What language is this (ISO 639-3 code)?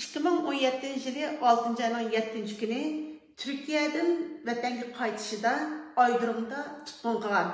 uig